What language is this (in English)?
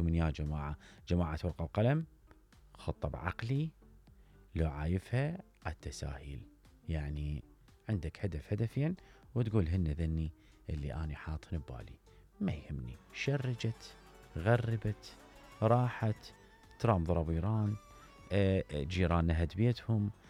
Mesopotamian Arabic